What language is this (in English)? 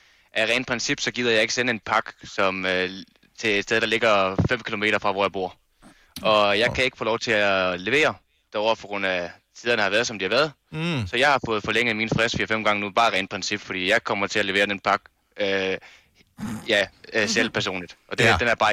Danish